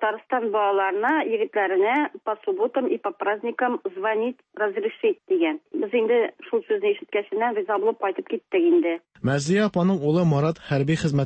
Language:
Tatar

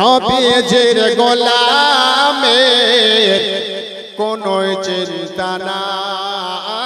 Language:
Bangla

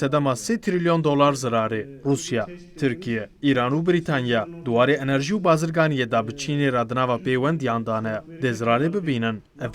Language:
Kurdish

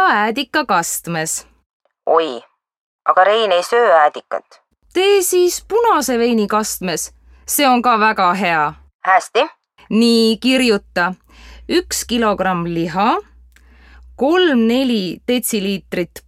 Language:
Estonian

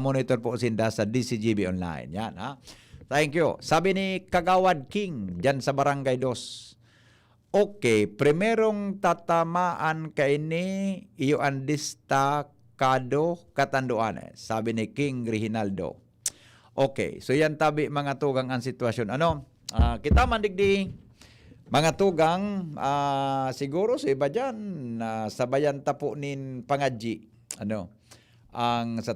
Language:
Bikol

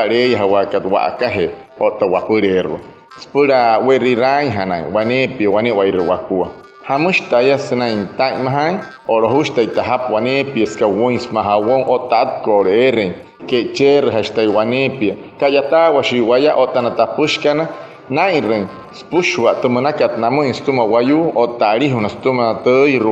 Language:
Wayuu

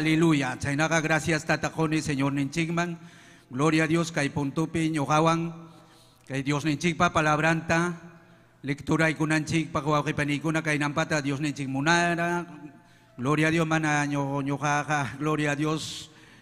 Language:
Ayacucho Quechua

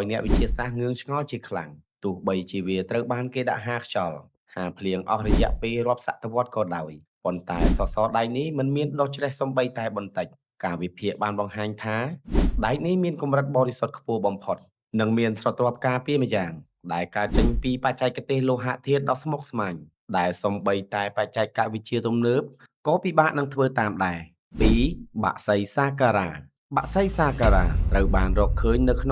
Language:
Khmer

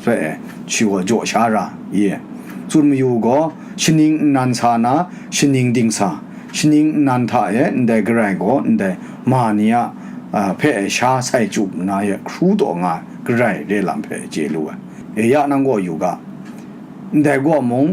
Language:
Kachin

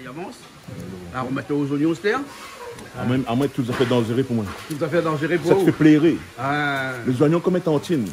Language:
Réunion Creole French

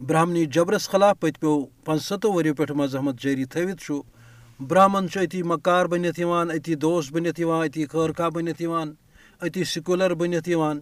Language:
Kashmiri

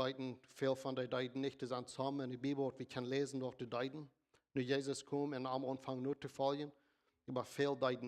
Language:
Plautdietsch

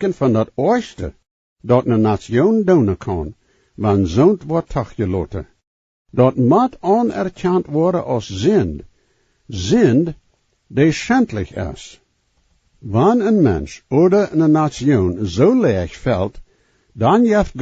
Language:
Plautdietsch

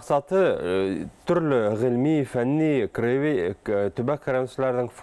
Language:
Bashkir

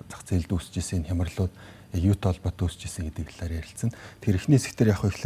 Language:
Mongolian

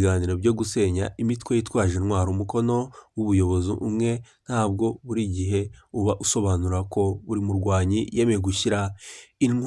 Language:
Kinyarwanda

